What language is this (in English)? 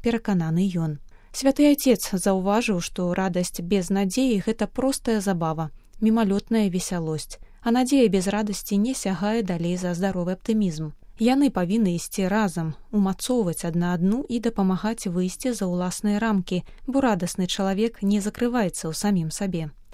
Belarusian